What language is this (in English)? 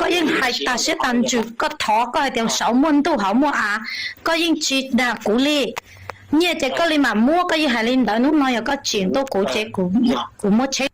Hmong